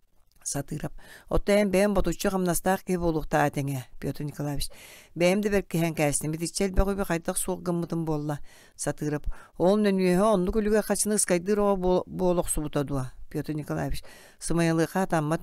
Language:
Yakut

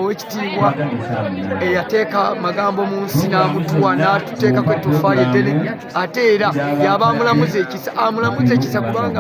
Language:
Ganda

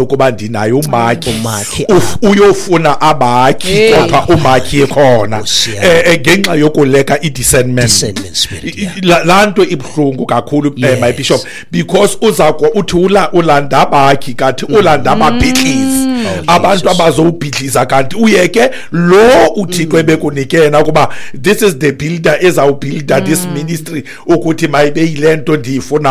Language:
Xhosa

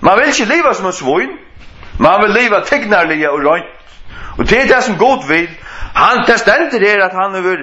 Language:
Faroese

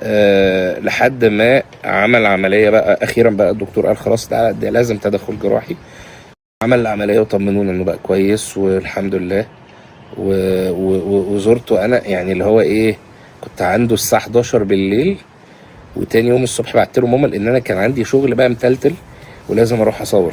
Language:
Egyptian Arabic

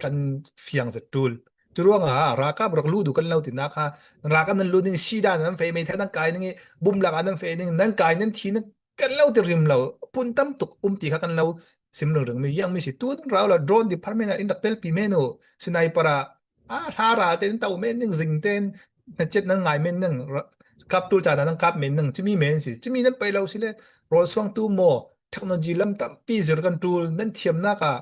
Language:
Falam Chin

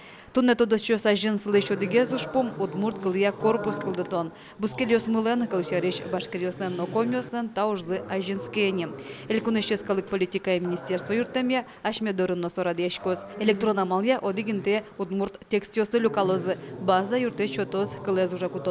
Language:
Udmurt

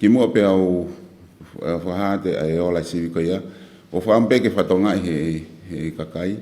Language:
Tongan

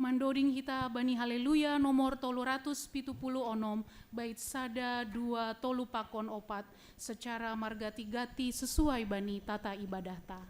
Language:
Batak Simalungun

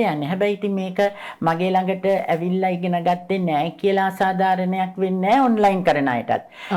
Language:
Sinhala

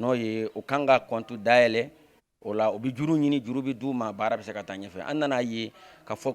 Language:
Bambara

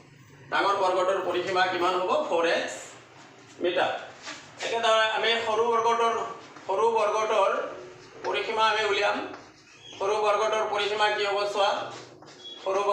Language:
Assamese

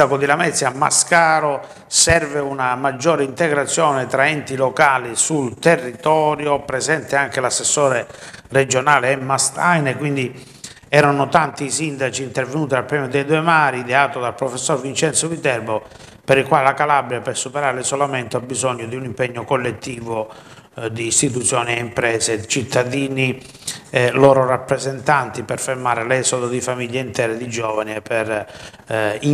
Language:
Italian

